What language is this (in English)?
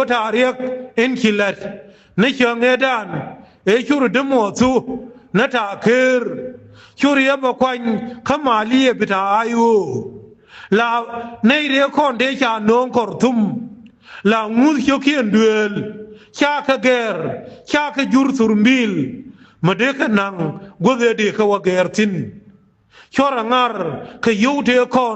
Nuer